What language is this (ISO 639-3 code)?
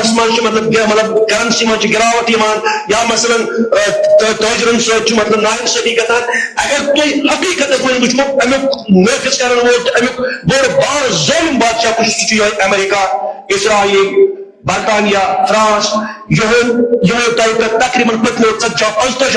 kas